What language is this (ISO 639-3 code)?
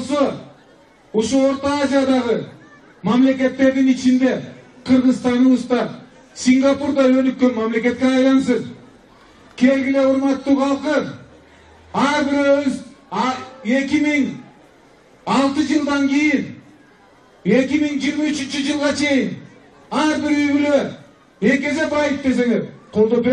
kir